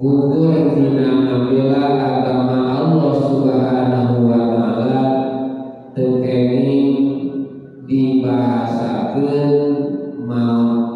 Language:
Sundanese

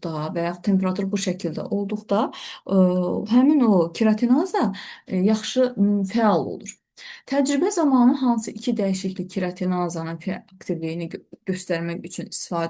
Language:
Azerbaijani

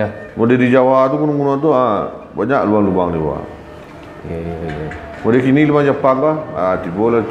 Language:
Minangkabau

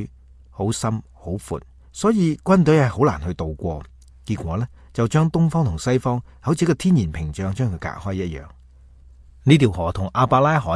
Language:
Cantonese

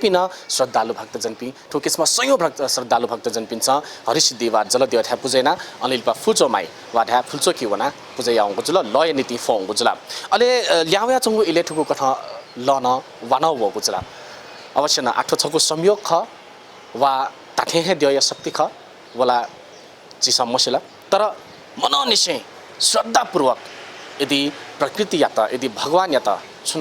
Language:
Newari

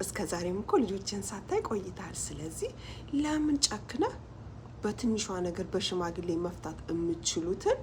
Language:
Amharic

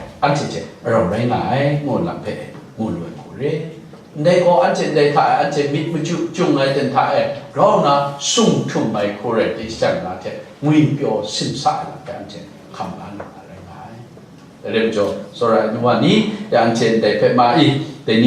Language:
Kachin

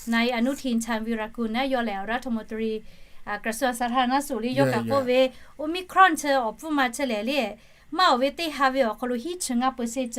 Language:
Lahu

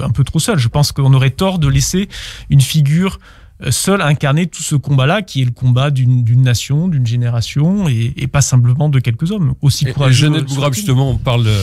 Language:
French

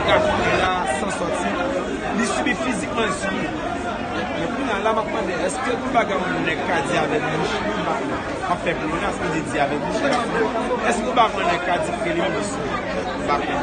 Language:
Haitian Creole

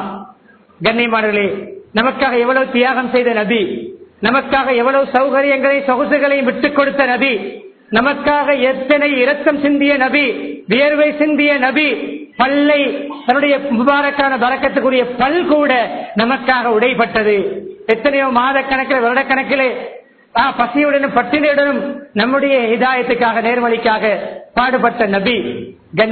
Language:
Tamil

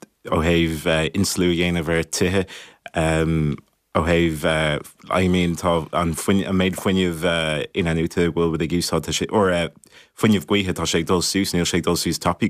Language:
Irish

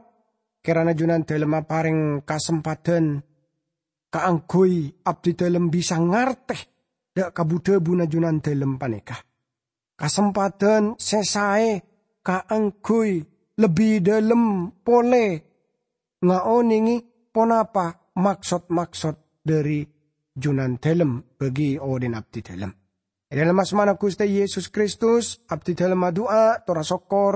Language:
Madurese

